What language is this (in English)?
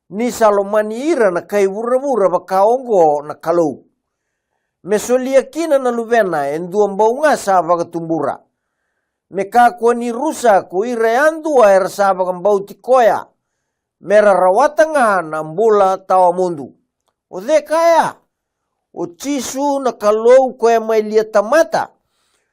Fijian